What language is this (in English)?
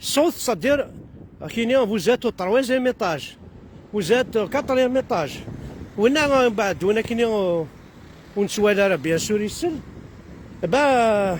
Kabyle